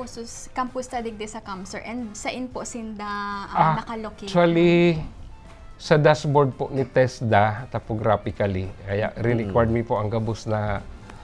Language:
Bikol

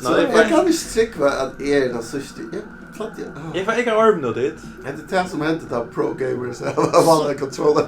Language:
Faroese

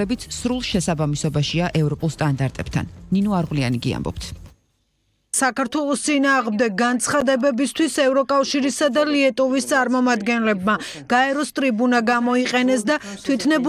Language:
Georgian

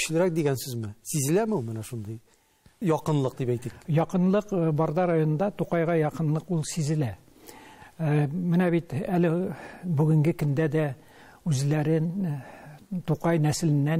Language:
Tatar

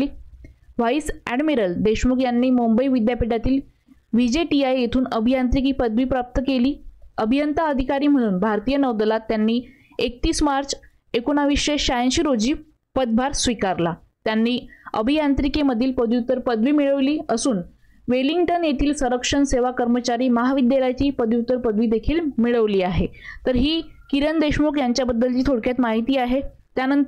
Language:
Marathi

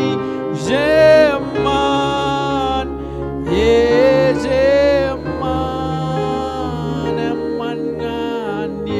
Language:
Marshallese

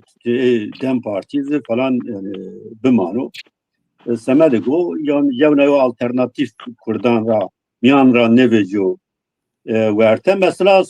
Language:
Zaza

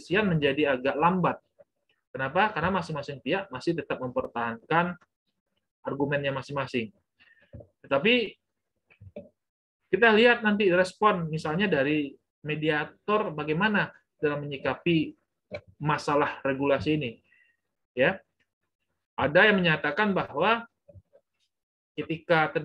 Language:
Indonesian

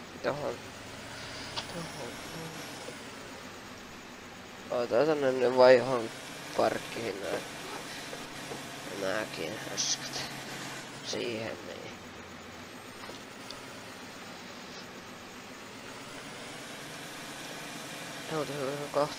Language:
Finnish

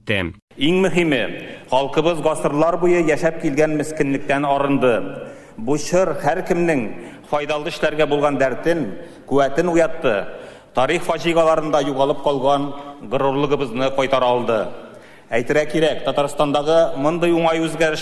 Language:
Tatar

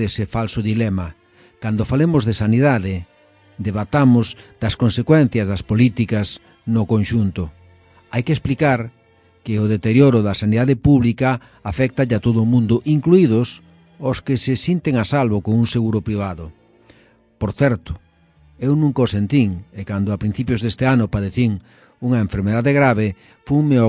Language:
Galician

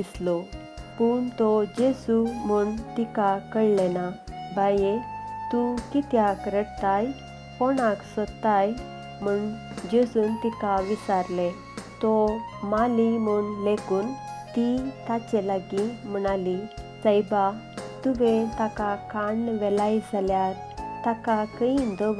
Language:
Konkani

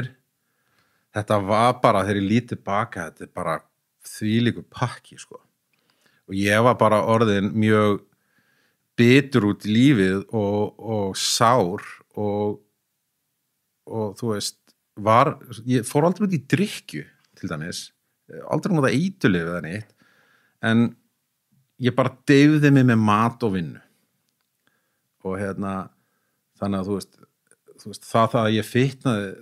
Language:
Icelandic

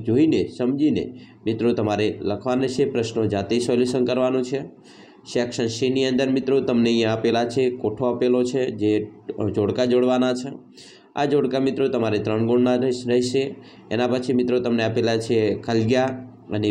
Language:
Gujarati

